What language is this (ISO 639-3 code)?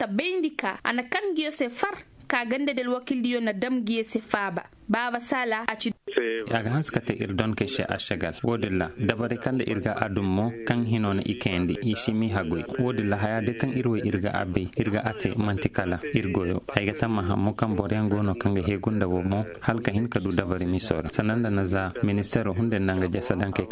ses